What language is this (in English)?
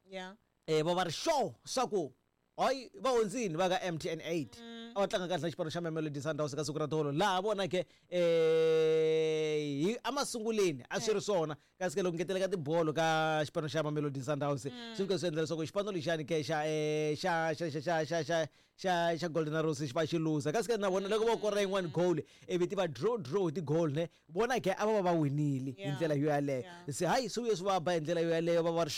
Tsonga